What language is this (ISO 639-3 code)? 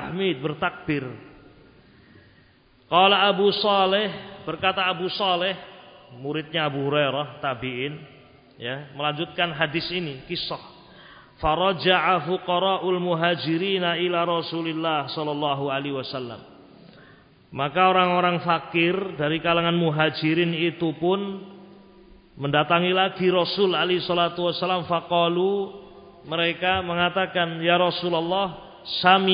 ind